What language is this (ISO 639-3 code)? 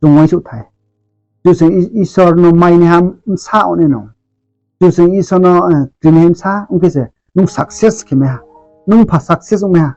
ria